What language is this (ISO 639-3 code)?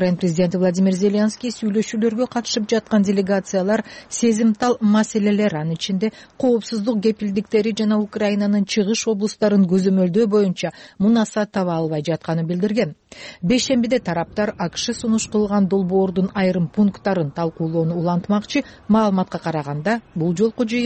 kir